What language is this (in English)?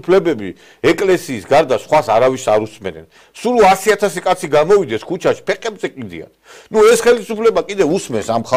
Georgian